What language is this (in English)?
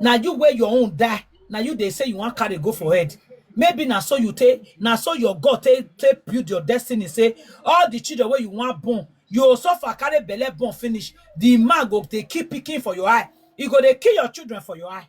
Nigerian Pidgin